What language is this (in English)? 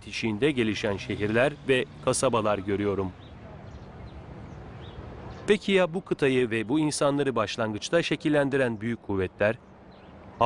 Turkish